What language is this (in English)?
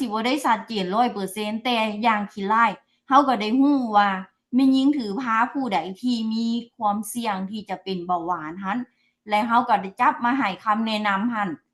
Lao